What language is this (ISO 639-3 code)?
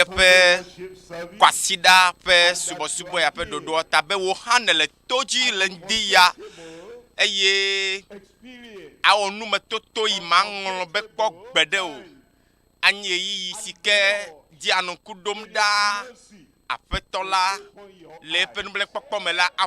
ewe